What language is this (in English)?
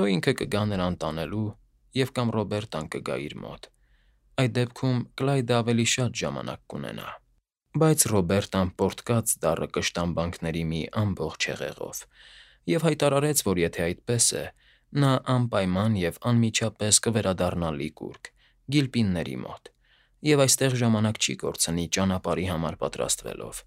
Armenian